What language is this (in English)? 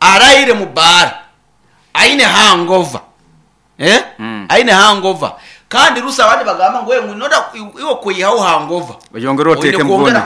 Nyankole